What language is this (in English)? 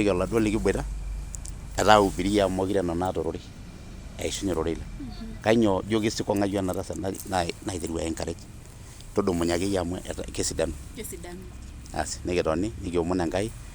Masai